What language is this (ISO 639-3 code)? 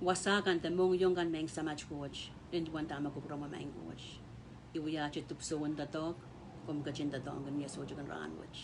pon